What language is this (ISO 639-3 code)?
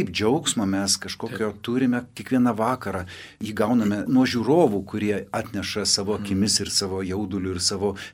lit